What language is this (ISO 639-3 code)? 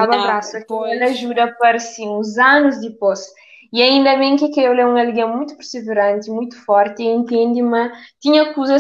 kea